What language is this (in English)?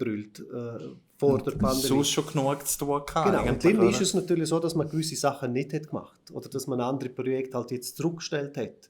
Swiss German